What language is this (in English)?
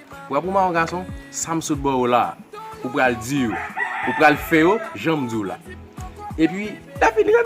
Haitian Creole